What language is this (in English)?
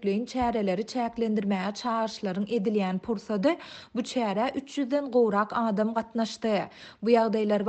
Turkmen